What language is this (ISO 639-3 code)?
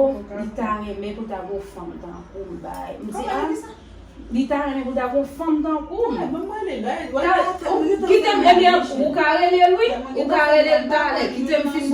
hat